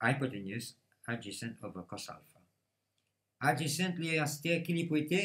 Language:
Morisyen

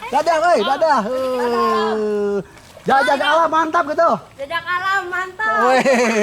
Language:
Betawi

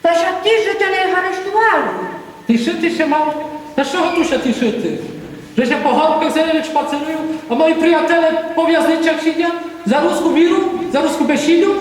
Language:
Rusyn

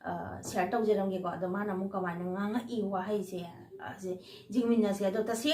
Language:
Manipuri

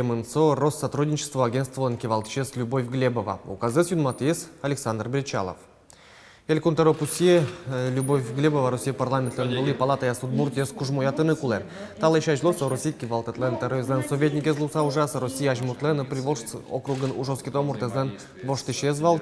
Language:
Udmurt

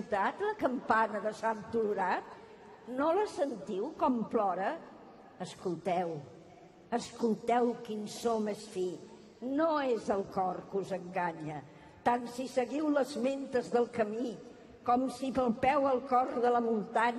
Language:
Catalan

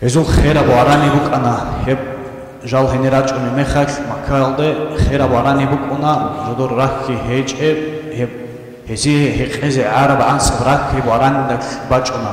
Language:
Avaric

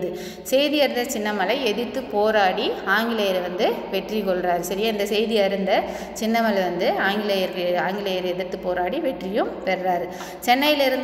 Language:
Tamil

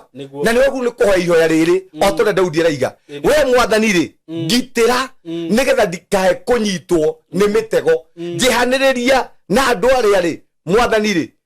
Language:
Kikuyu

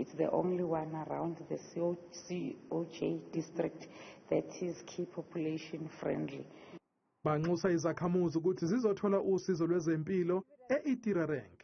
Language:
Zulu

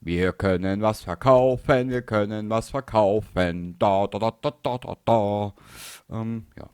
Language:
Bavarian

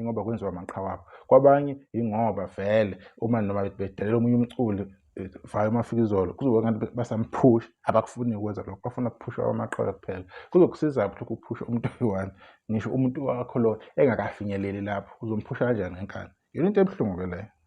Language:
Zulu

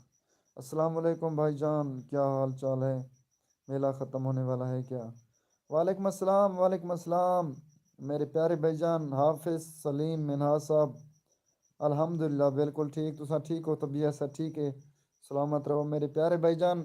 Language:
Saraiki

